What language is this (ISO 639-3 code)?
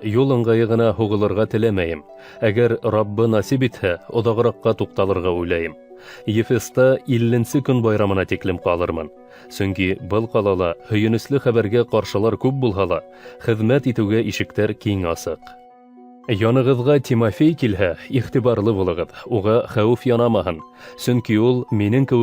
bak